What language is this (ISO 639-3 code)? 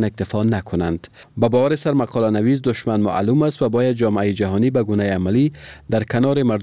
fas